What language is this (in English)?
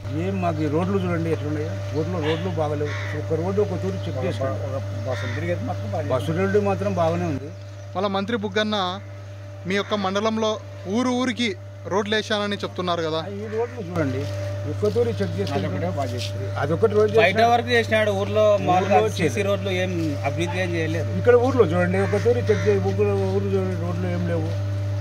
Telugu